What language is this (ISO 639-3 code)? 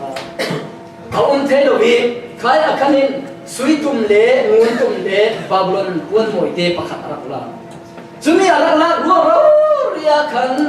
cfm